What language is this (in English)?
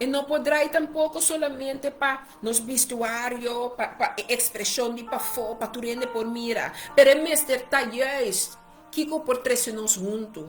Papiamento